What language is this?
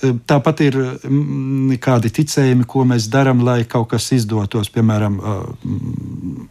Latvian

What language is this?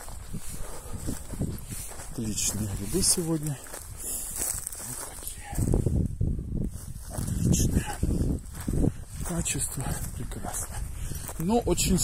Russian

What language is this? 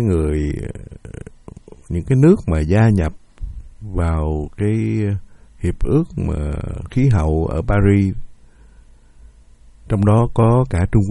Vietnamese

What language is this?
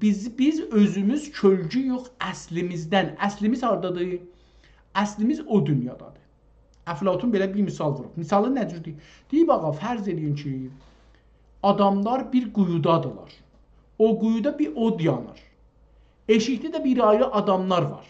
South Azerbaijani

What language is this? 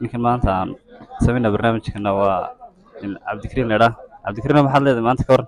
Somali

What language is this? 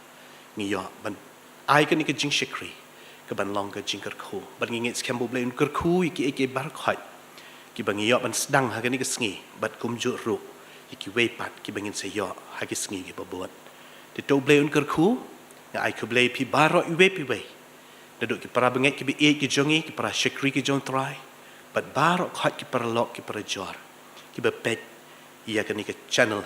Khasi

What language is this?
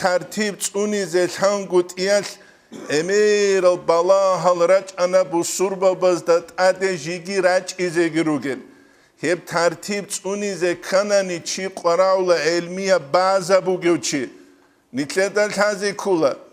Avaric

